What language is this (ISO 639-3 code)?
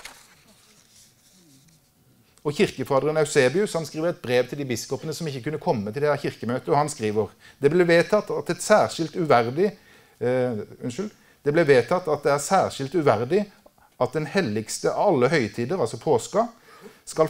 nor